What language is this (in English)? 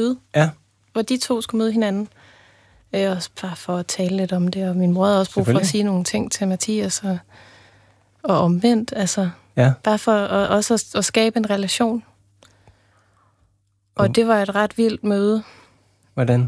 Danish